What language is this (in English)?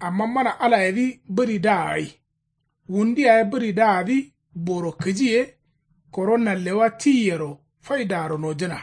Kanuri